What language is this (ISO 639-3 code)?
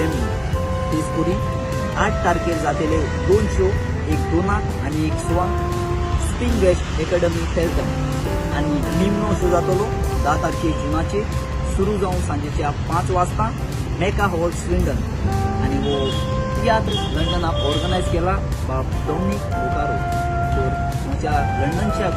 kok